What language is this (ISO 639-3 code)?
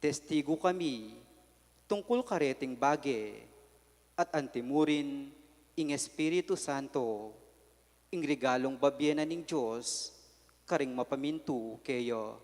pam